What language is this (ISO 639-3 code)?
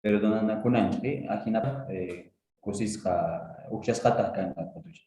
que